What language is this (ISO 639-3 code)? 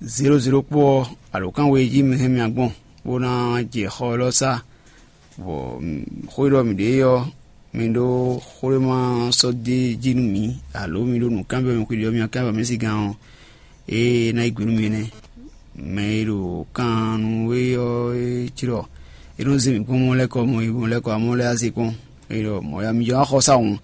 fon